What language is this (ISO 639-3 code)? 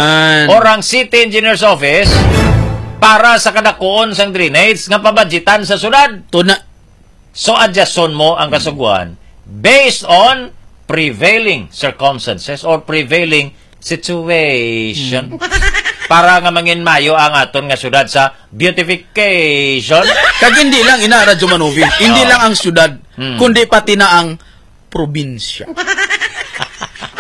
hil